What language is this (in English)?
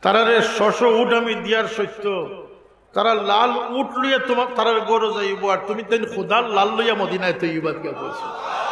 Sylheti